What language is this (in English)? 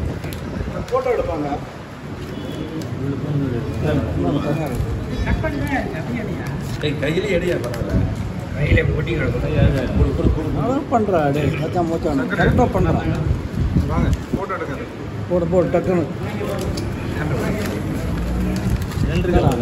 Tamil